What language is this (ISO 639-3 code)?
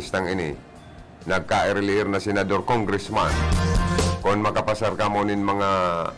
bik